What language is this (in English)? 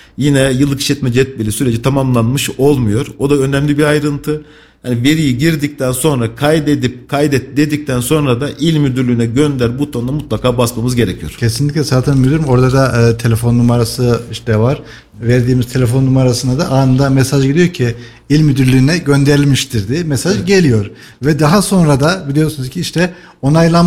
Turkish